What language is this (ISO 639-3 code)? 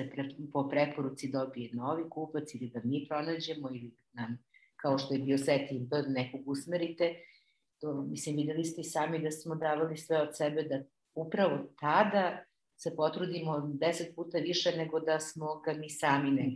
srp